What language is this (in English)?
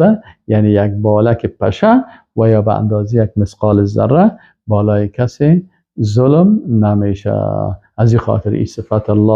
Persian